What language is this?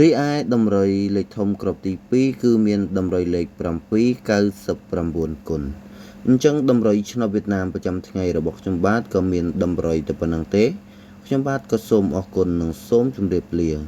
Khmer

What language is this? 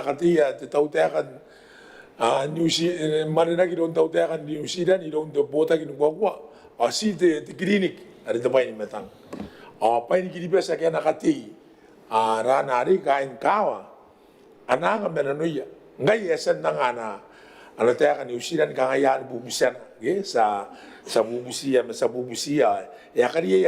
Gilbertese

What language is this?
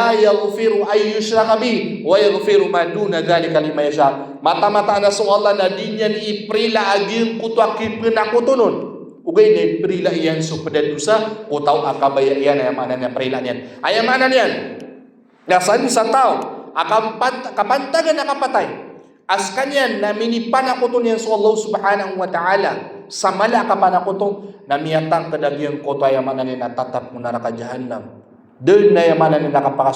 Maranao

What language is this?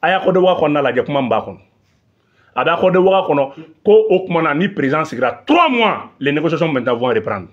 Bambara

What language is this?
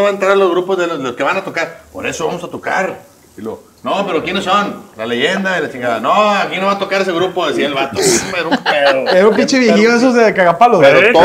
Spanish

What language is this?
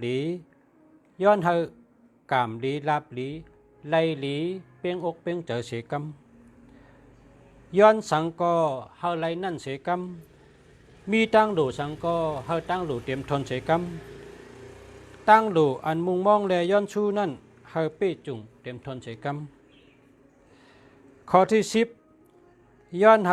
Shan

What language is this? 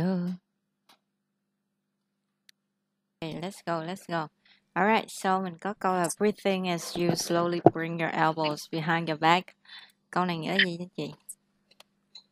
Vietnamese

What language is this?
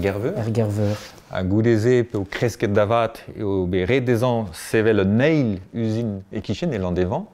Breton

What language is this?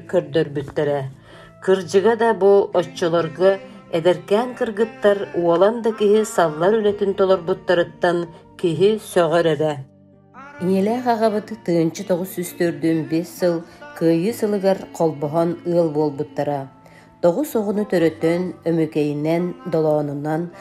Yakut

